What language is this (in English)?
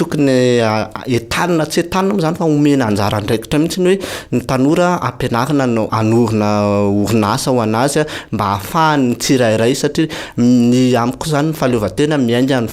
Malagasy